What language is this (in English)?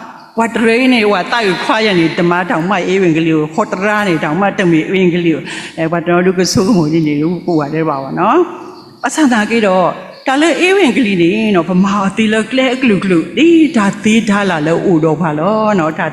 S'gaw Karen